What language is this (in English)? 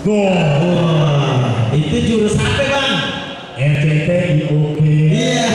Betawi